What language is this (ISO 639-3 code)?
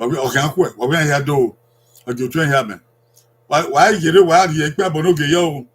bin